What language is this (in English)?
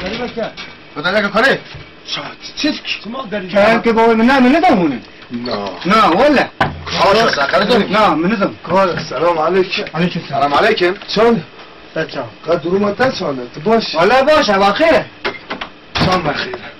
Kurdish